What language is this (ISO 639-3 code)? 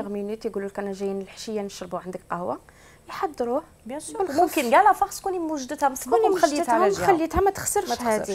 arq